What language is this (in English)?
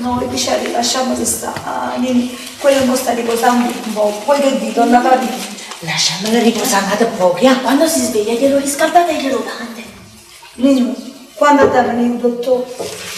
Neapolitan